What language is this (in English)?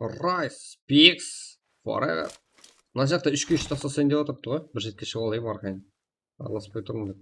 Kara-Kalpak